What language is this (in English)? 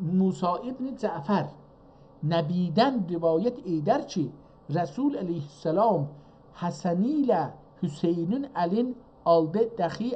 South Azerbaijani